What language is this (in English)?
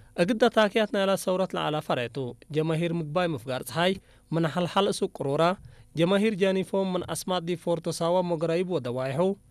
Tigrinya